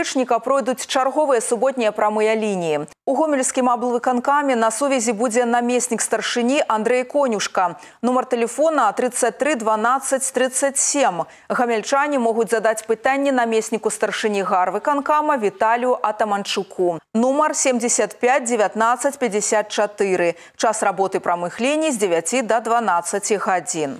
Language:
Belarusian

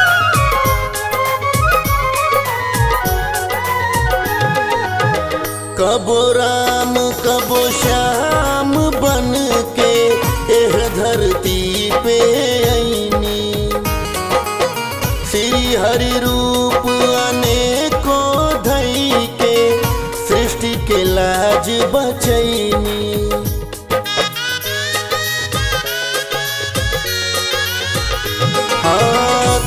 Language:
Bhojpuri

